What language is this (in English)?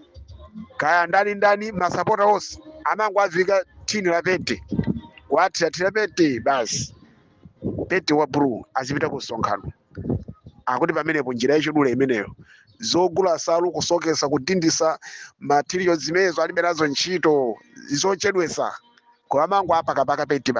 Nyanja